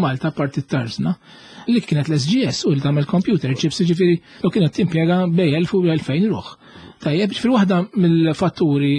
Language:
Maltese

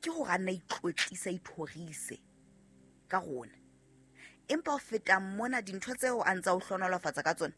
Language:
Southern Sotho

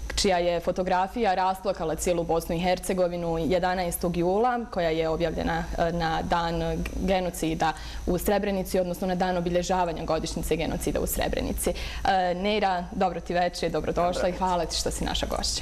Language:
Bosnian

